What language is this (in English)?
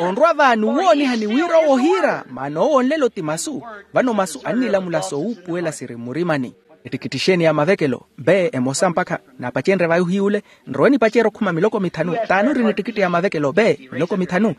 Makhuwa